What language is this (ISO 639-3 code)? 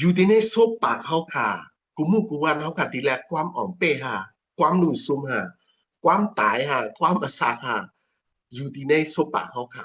shn